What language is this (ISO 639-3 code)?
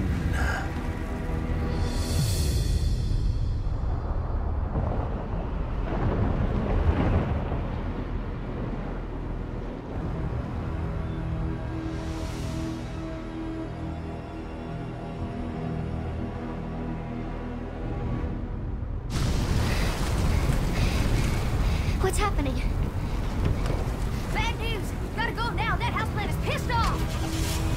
eng